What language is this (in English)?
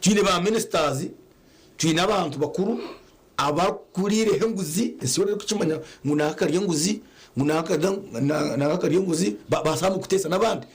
Nyankole